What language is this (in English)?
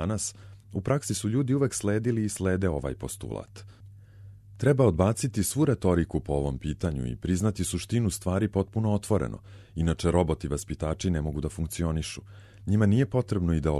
Serbian